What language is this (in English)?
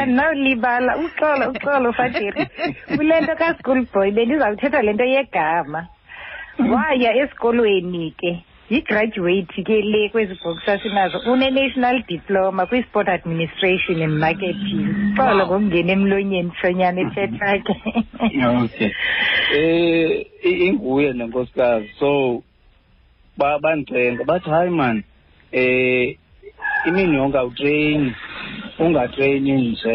Xhosa